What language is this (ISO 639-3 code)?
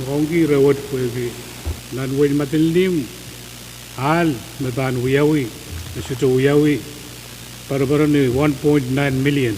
pon